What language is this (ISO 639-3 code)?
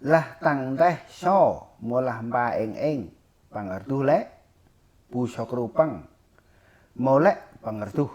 cmo